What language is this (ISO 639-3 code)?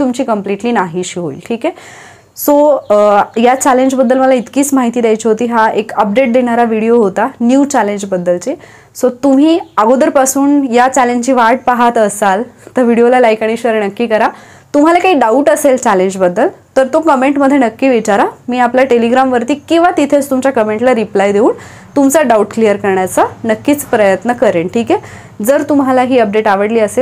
mar